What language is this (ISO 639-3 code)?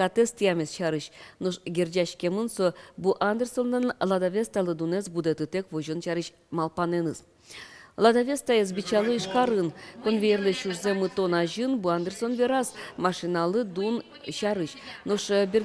udm